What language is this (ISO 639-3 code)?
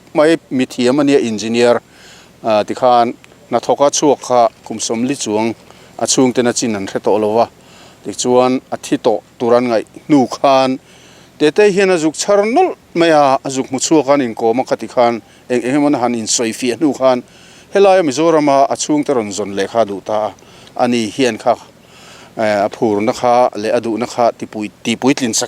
lus